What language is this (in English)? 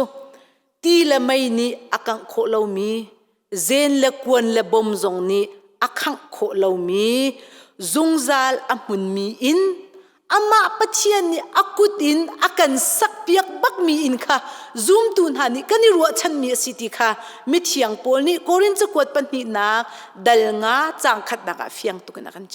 Hakha Chin